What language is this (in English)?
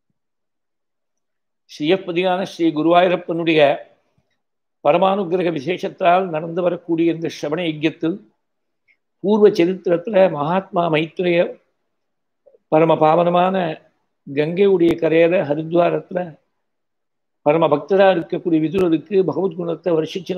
Tamil